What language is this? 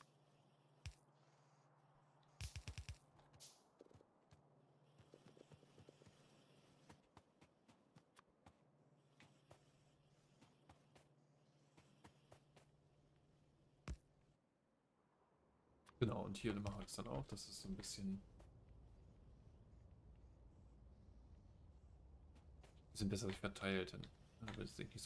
German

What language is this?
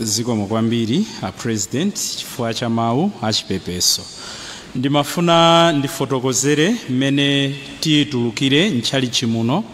Nyanja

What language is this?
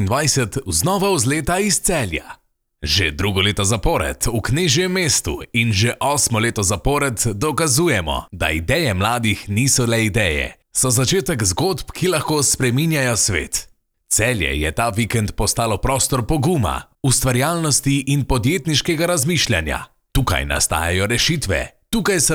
Slovenian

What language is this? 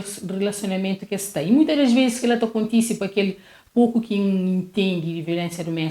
Kabuverdianu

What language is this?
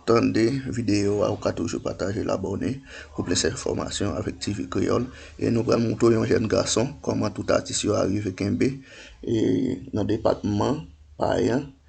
Haitian Creole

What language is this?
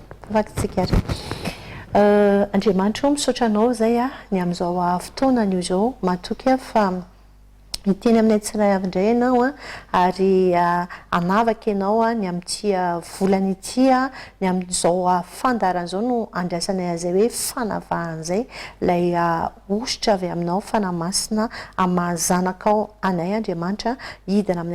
Malagasy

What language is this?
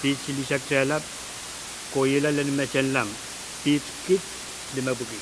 Pohnpeian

